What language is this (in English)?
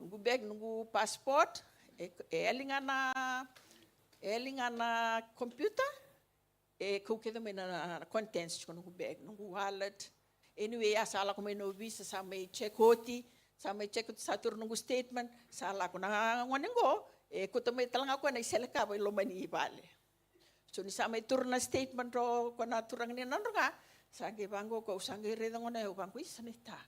Fijian